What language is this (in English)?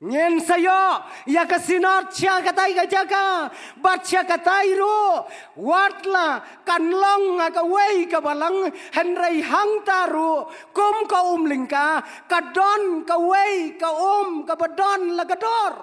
Khasi